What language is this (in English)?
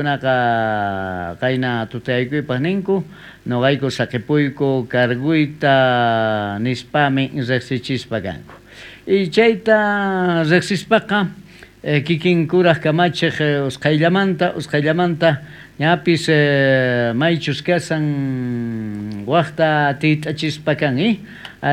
South Bolivian Quechua